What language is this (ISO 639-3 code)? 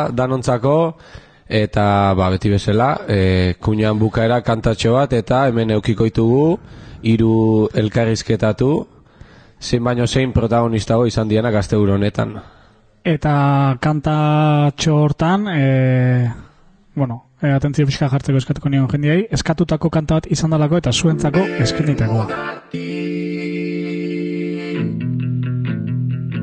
eus